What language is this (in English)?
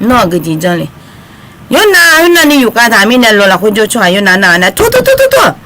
Akha